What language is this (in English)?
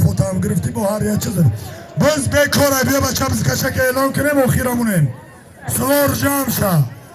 Tajik